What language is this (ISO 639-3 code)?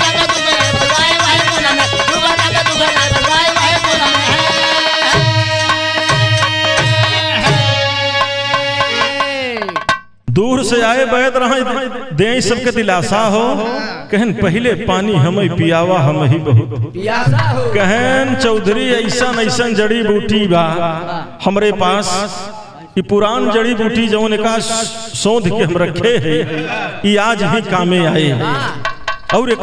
bho